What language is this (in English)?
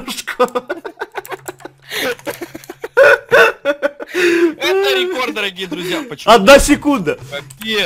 Russian